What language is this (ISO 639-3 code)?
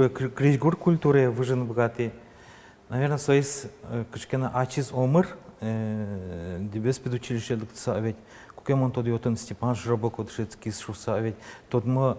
udm